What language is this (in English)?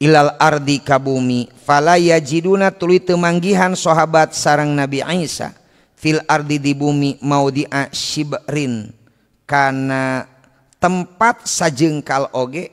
Sundanese